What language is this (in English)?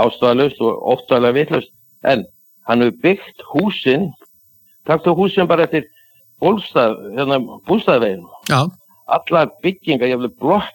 Icelandic